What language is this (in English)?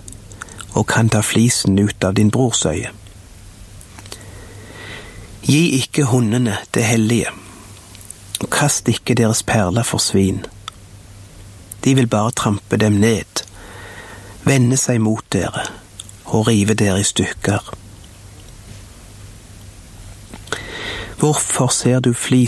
Norwegian